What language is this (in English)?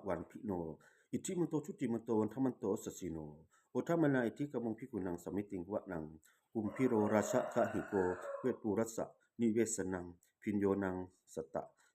Pali